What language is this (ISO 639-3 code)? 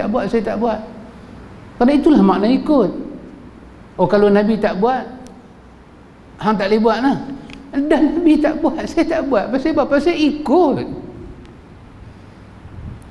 msa